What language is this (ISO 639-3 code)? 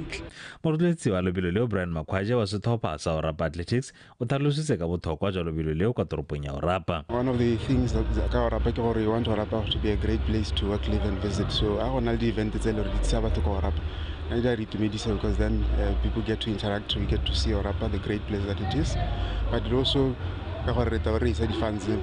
tsn